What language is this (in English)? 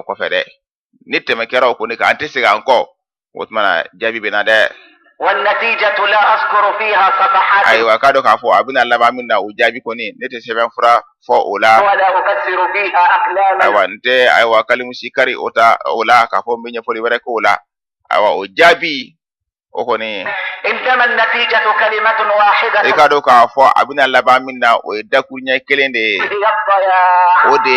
Bambara